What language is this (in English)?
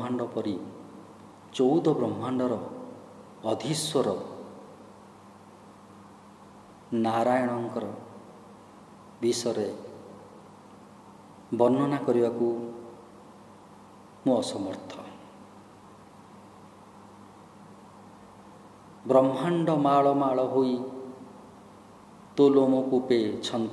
Odia